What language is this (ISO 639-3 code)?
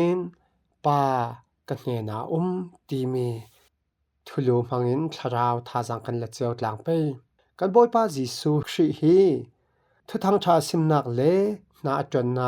cfm